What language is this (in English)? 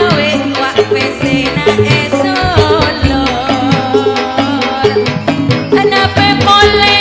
Madurese